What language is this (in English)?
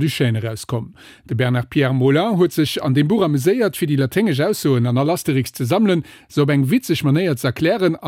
Luxembourgish